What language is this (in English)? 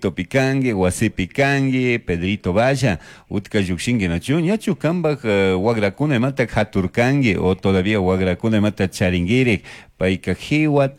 Chimborazo Highland Quichua